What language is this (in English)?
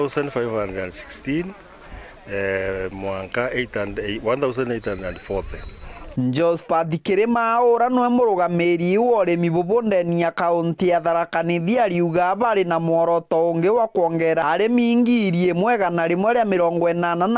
Meru